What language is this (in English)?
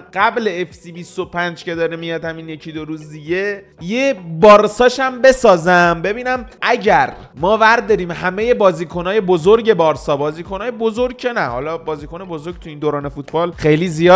Persian